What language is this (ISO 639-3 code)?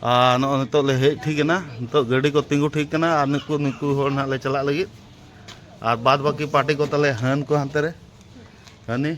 sat